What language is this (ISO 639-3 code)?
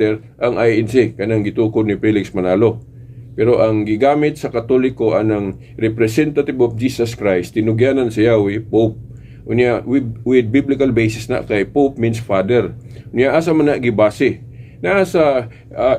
ceb